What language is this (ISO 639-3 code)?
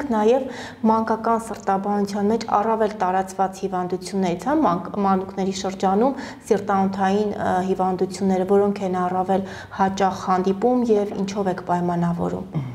hye